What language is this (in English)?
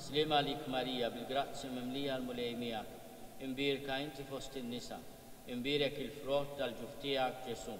Maltese